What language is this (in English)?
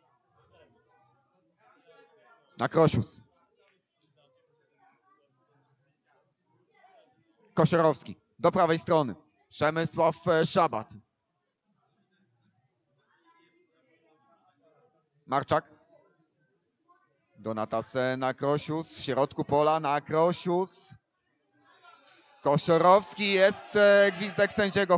Polish